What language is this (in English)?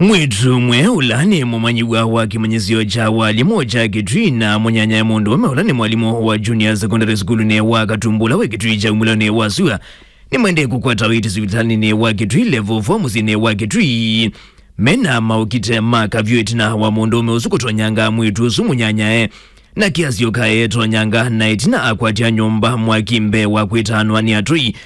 Kamba